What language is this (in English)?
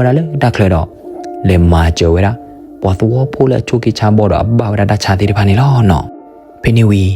S'gaw Karen